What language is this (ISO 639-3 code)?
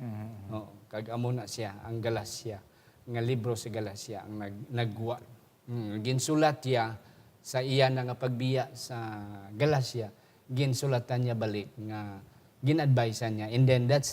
hil